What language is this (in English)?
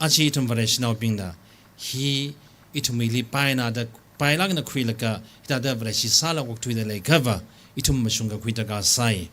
Tangkhul Naga (India)